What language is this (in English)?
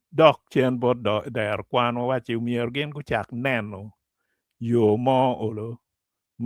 Acoli